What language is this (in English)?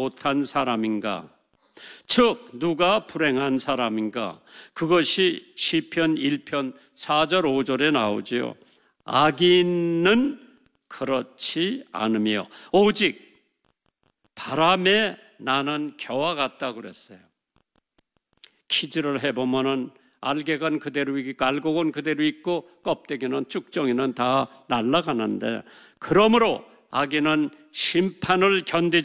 Korean